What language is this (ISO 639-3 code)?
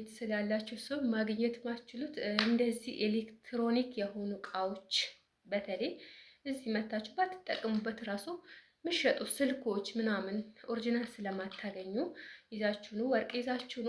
amh